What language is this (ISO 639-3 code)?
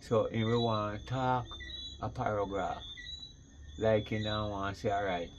jam